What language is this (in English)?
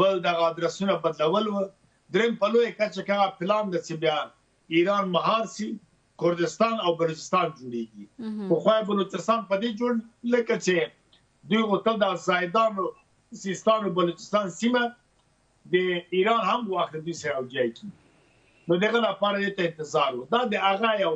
Pashto